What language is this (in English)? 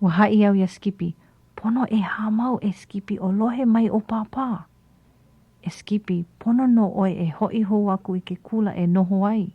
Hawaiian